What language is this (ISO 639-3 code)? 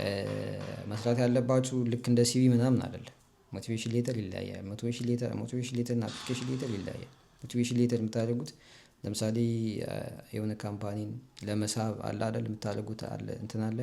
amh